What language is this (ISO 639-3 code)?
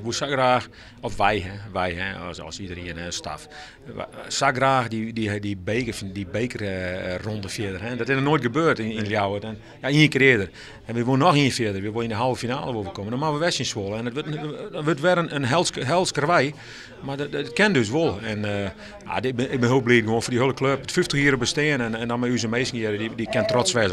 fry